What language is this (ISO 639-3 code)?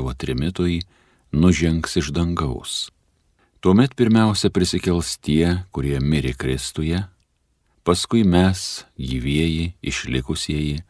lit